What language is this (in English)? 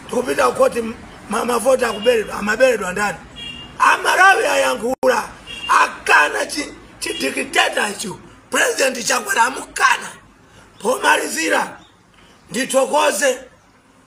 Nyanja